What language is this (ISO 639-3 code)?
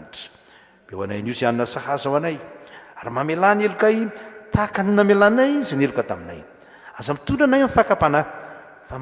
mlg